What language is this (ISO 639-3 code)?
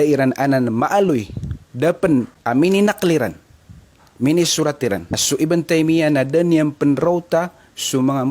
mrw